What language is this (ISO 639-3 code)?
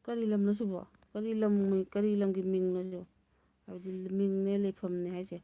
mni